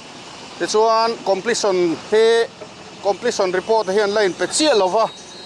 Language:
Mizo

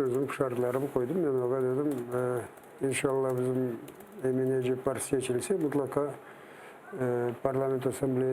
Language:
Crimean Tatar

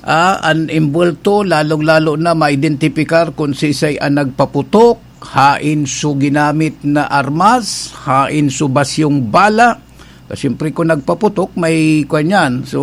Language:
Bikol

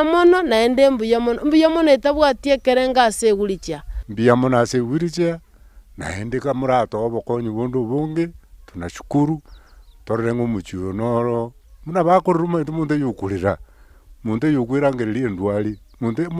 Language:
Gusii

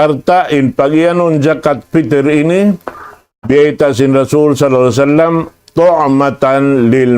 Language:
Tausug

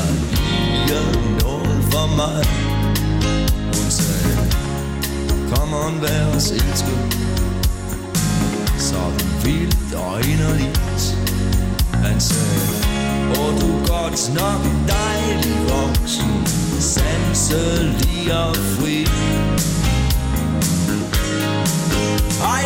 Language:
Danish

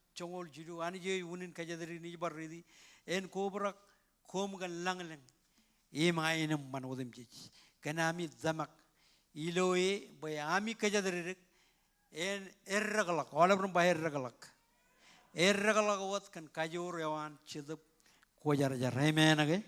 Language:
Marshallese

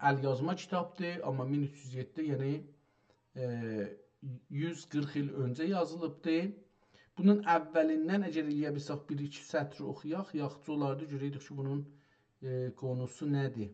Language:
South Azerbaijani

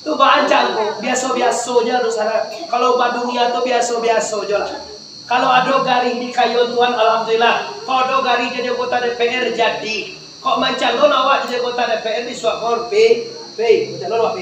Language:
Minangkabau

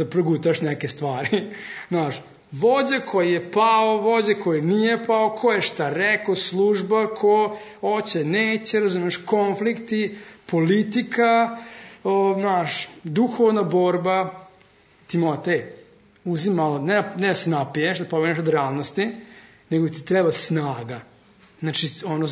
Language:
Serbian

